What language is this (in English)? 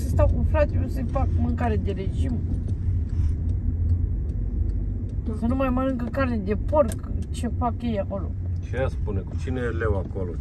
Romanian